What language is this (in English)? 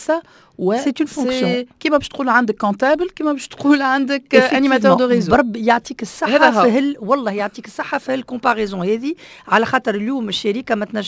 Tunisian Arabic